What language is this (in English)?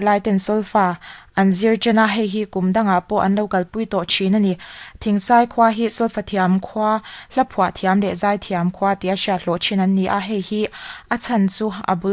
Mizo